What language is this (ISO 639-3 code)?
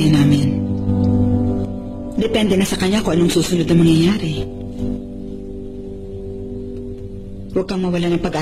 fil